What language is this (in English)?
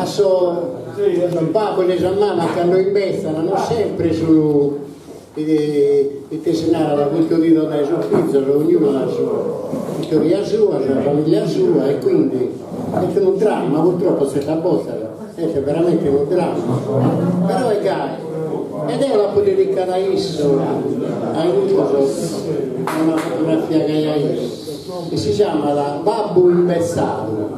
Sardinian